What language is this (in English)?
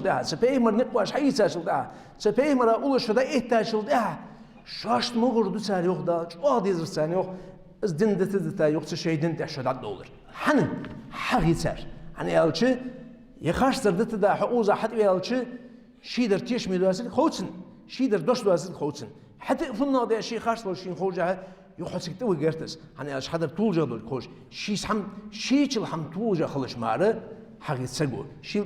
Ingush